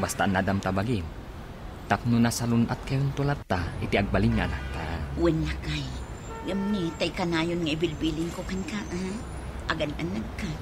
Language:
Iloko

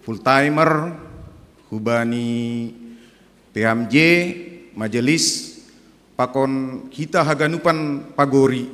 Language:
Batak Simalungun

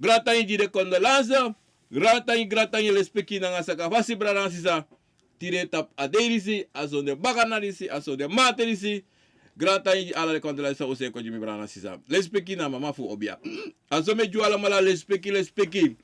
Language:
Sranan Tongo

